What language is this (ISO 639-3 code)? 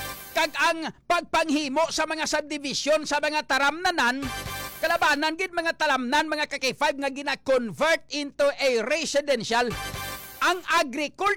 hil